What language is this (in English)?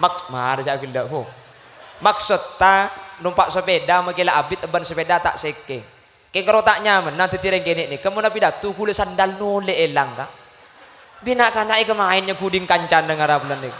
Madurese